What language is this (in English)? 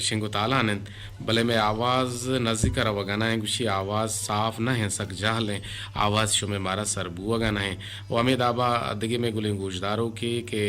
Eastern Balochi